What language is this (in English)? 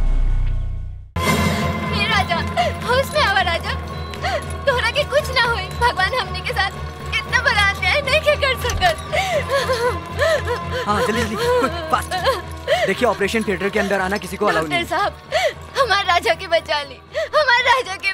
Bhojpuri